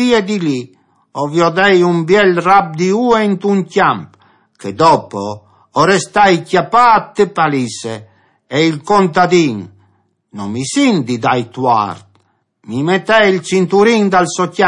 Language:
Friulian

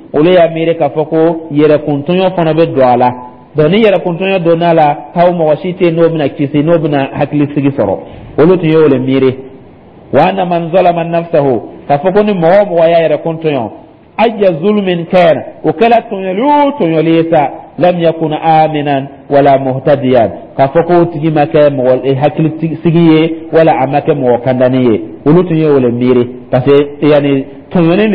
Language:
Dyula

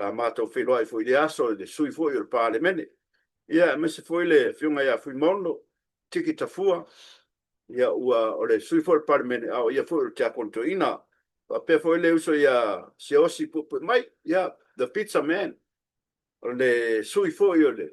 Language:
Samoan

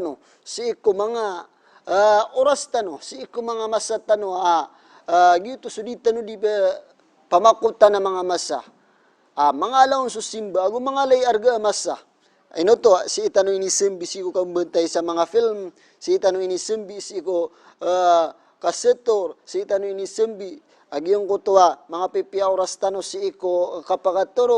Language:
Maranao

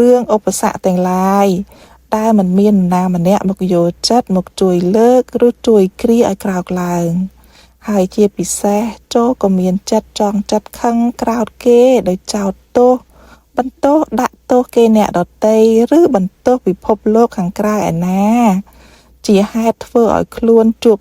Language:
Khmer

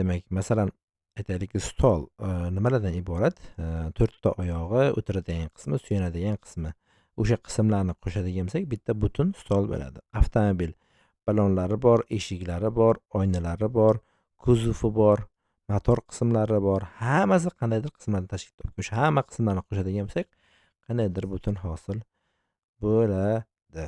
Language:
Uzbek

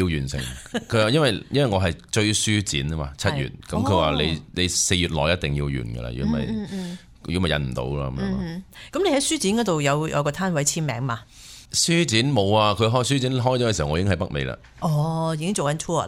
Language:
Cantonese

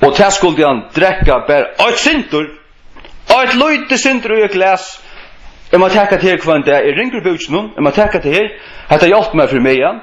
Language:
Faroese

